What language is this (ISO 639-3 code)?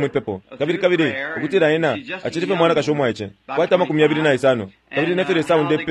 bem